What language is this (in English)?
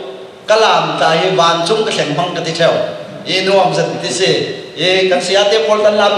Falam Chin